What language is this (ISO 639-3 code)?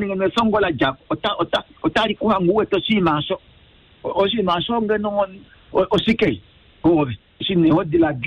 kua